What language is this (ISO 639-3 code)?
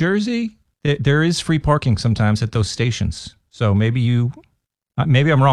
eng